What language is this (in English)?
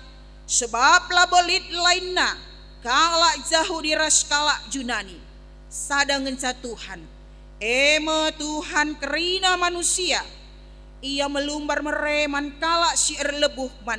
Batak Karo